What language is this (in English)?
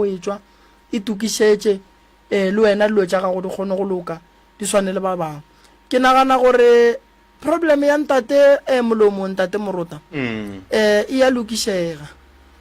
Northern Sotho